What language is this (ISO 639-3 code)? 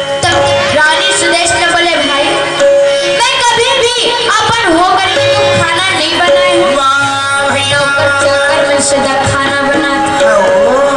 hne